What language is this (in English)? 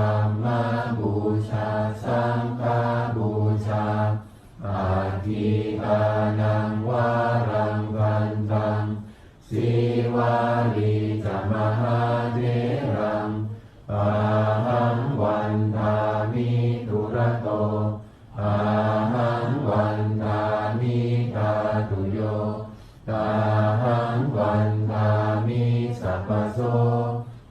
Pali